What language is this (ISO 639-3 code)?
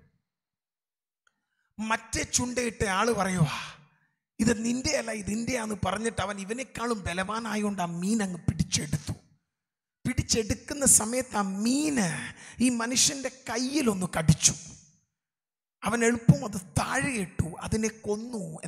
mal